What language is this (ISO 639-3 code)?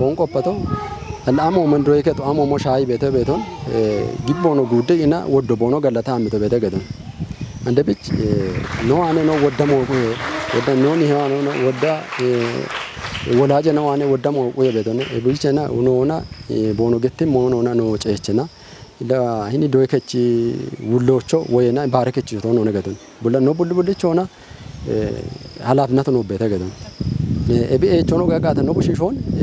kbr